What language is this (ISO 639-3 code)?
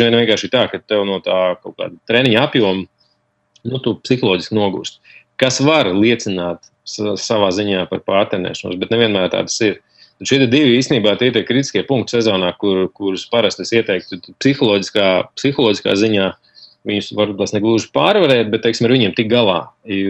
lav